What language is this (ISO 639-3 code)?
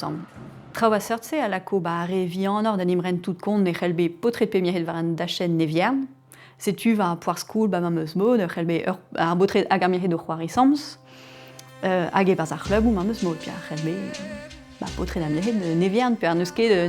bre